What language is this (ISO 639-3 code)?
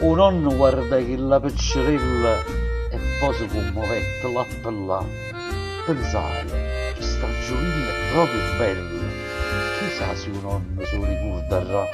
nap